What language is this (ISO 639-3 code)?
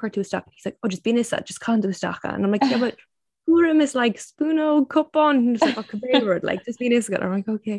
gle